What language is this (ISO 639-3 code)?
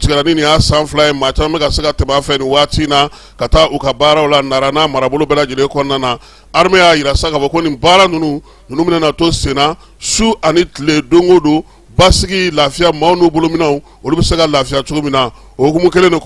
bam